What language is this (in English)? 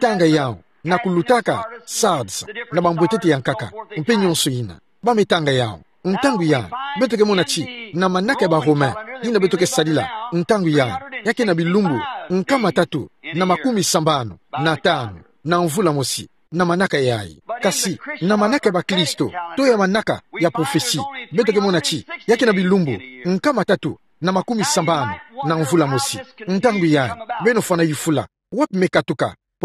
Kituba (Democratic Republic of Congo)